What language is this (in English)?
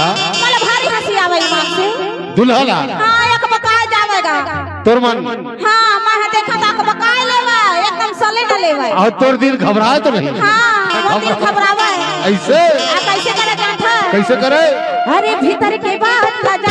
Chhattisgarhi